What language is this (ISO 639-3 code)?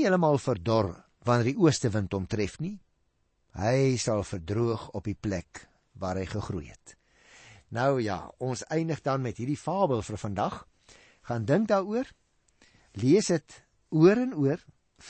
afr